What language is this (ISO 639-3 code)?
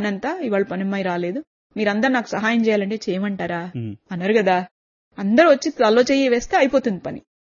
tel